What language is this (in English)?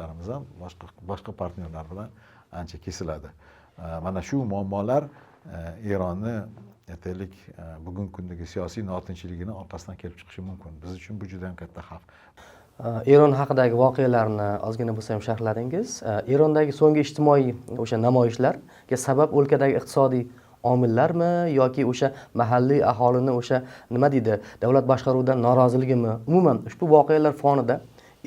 Uzbek